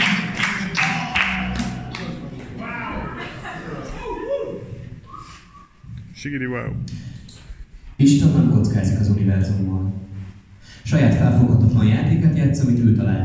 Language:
Hungarian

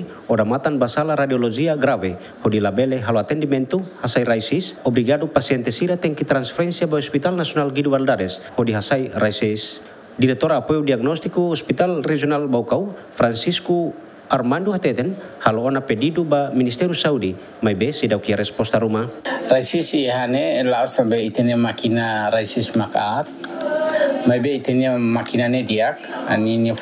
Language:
Tetum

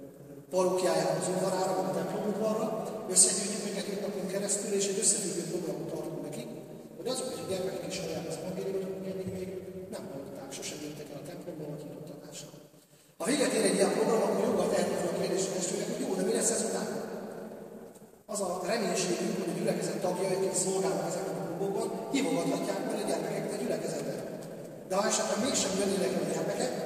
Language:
Hungarian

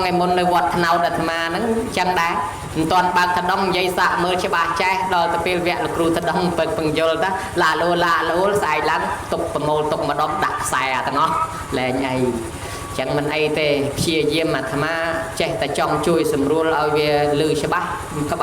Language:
Khmer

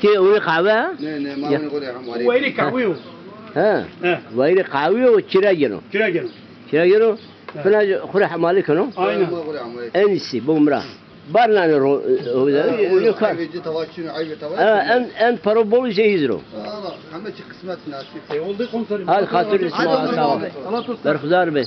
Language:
Zaza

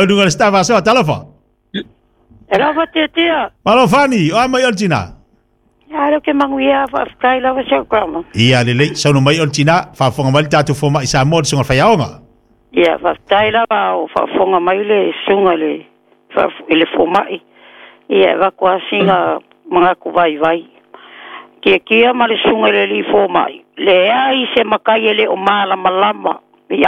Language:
Samoan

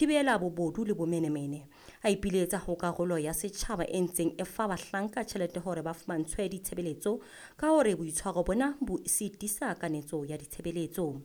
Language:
Southern Sotho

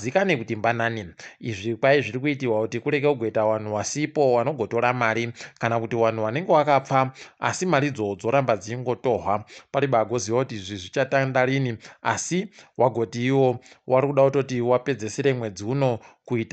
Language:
Ndau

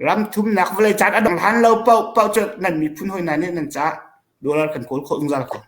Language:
Hakha Chin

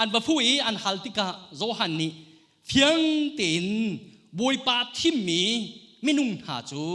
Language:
Hakha Chin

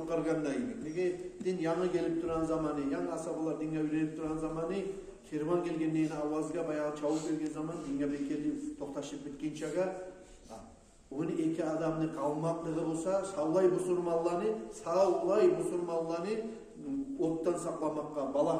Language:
Kumyk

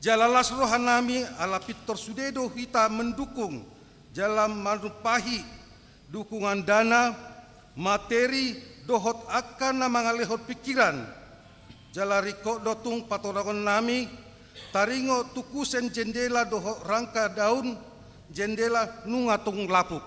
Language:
Batak Toba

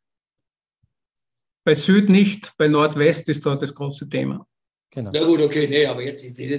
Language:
German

